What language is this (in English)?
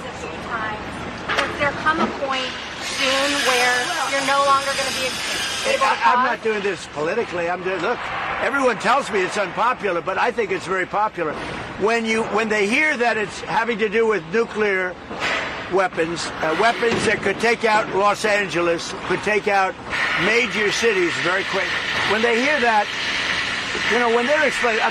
English